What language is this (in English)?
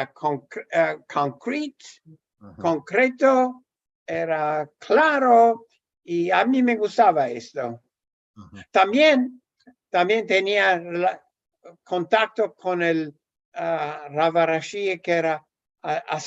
Ladino